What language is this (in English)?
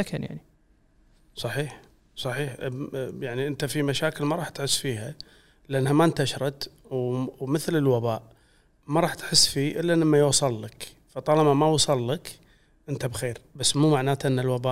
Gulf Arabic